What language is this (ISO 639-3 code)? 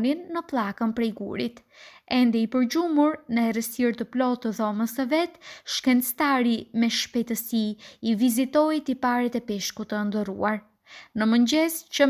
sqi